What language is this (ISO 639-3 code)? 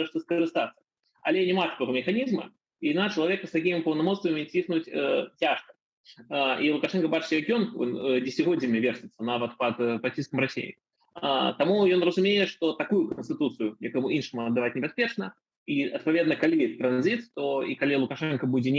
bel